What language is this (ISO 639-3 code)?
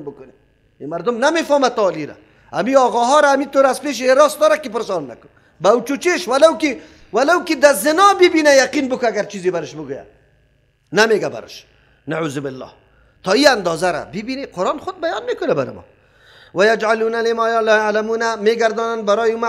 fas